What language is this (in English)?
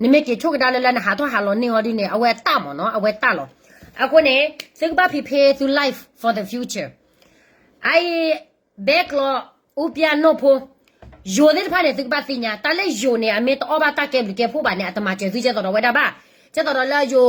S'gaw Karen